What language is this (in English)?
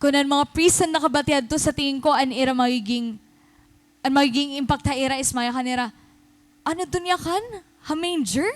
Waray